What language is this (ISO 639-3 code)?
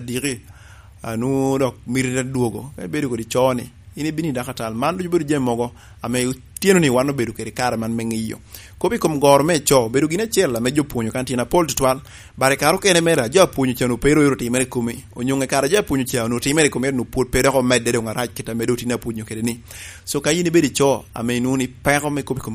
laj